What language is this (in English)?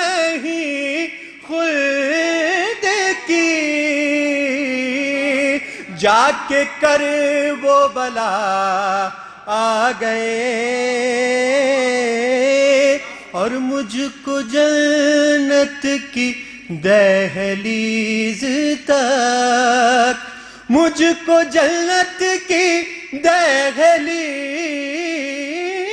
Urdu